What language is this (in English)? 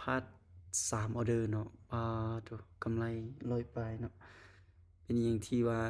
Lao